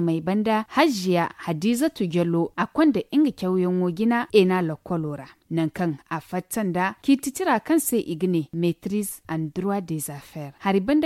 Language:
Zarma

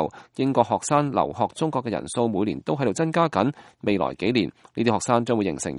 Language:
Cantonese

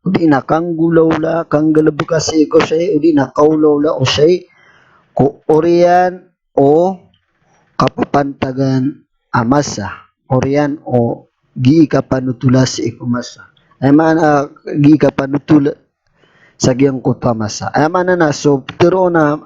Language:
Maranao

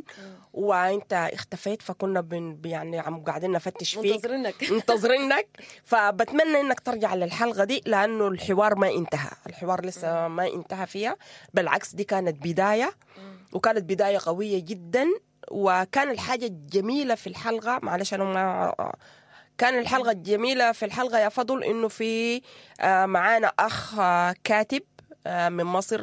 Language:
Sudanese Arabic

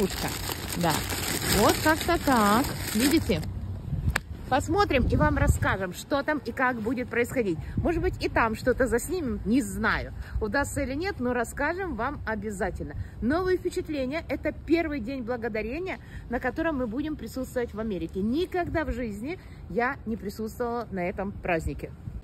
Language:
Russian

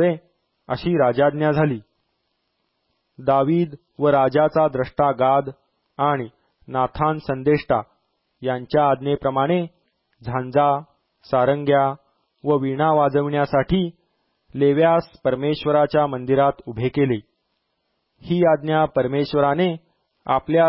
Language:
Marathi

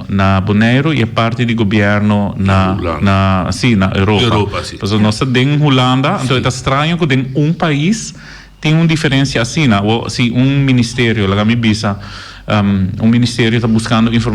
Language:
Papiamento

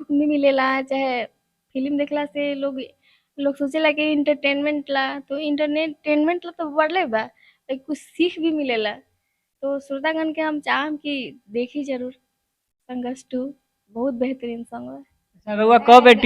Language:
Bhojpuri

